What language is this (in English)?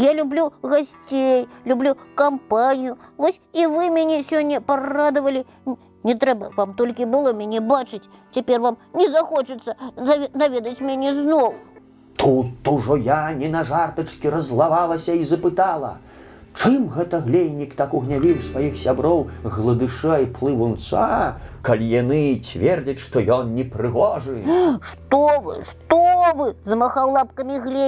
Belarusian